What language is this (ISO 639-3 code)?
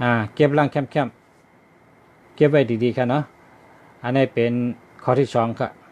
shn